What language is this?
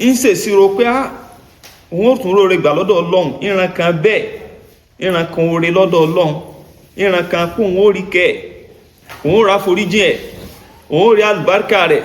Yoruba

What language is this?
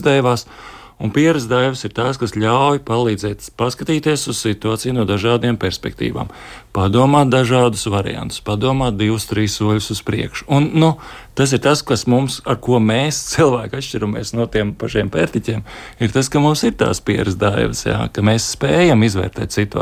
Latvian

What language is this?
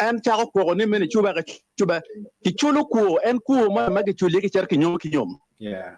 Acoli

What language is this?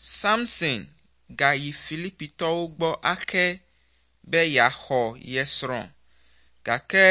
Ewe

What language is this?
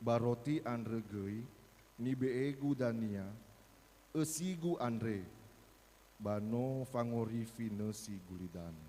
Nias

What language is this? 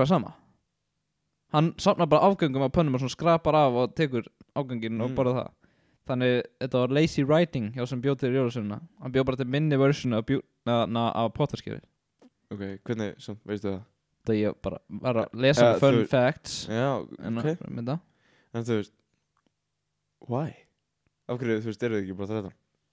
Icelandic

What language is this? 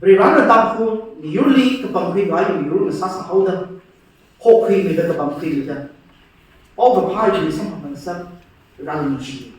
Tangkhul Naga (India)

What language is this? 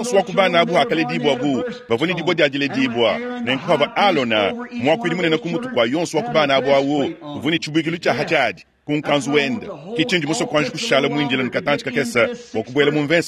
Luba-Lulua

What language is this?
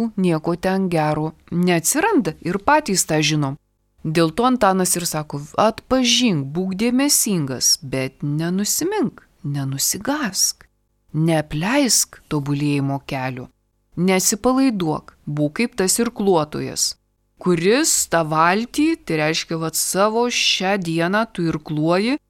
Lithuanian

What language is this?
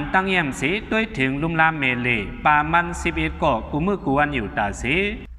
Shan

